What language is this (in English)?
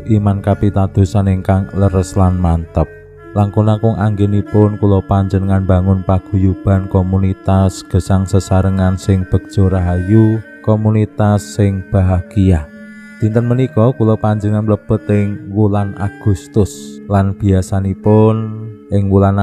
Javanese